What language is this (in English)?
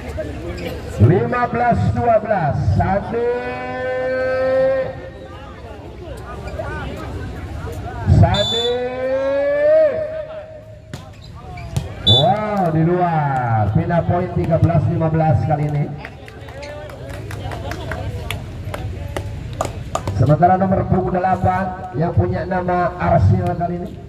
Indonesian